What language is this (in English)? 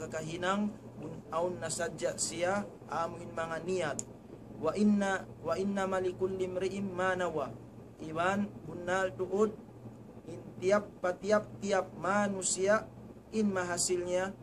Tausug